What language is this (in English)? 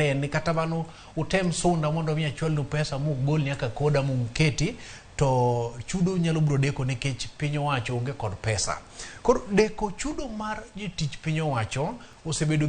Luo (Kenya and Tanzania)